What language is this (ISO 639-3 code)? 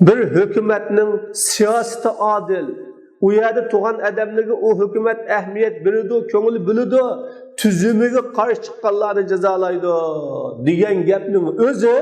uig